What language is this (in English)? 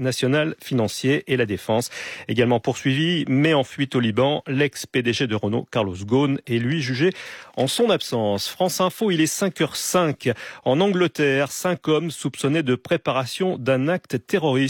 French